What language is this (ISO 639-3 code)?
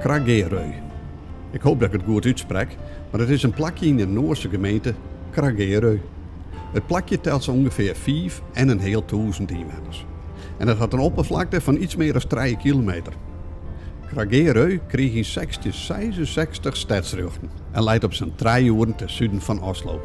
fry